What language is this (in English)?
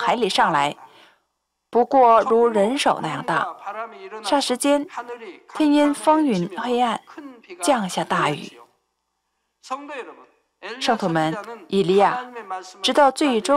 Chinese